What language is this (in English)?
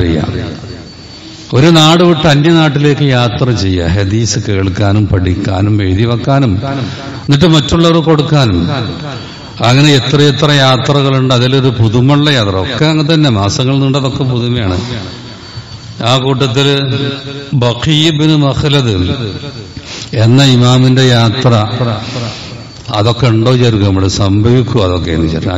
Malayalam